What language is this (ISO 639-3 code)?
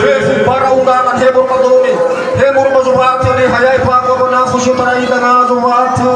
nia